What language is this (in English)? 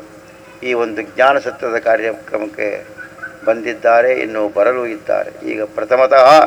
Kannada